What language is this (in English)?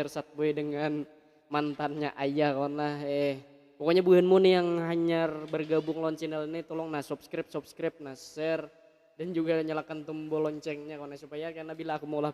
Banjar